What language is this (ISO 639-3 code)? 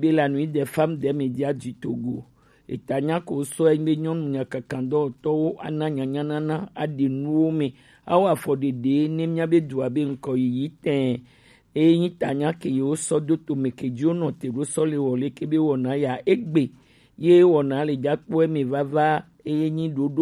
gej